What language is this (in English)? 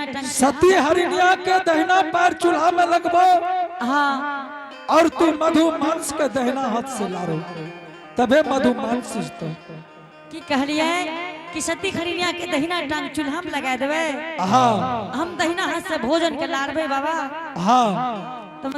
Angika